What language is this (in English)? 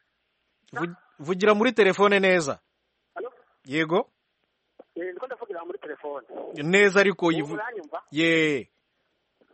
Kinyarwanda